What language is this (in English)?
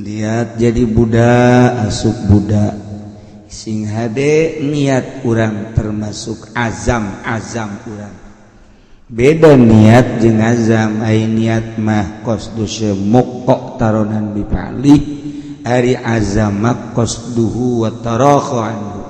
Sundanese